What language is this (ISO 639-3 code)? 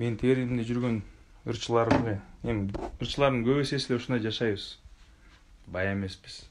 kir